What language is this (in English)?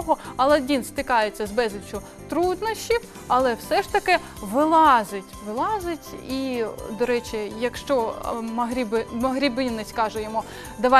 Ukrainian